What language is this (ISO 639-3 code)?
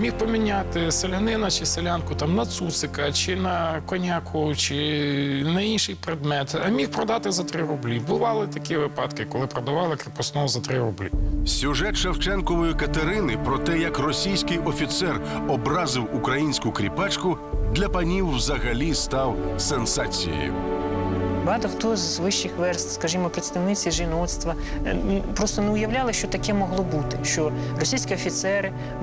ukr